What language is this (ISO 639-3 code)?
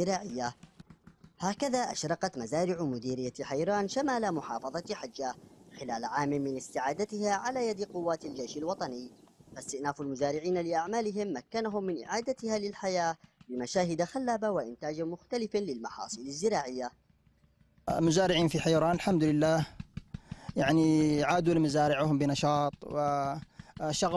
ara